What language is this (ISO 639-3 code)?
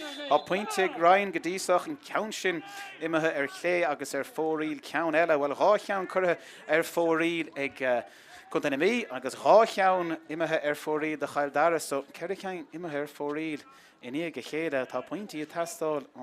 gle